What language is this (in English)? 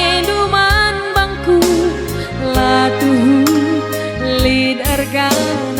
Batak Karo